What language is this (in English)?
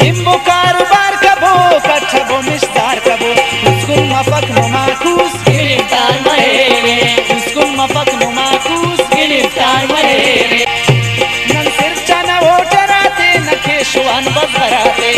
Brahui